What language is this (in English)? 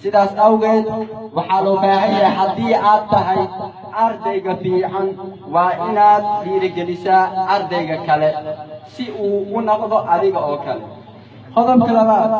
Somali